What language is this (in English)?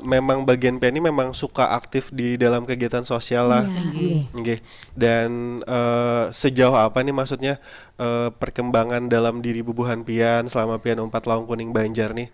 Banjar